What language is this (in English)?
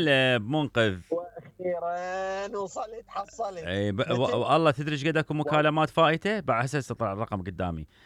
Mesopotamian Arabic